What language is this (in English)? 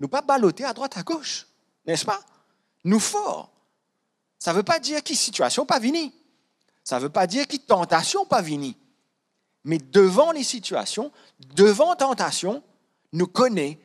Morisyen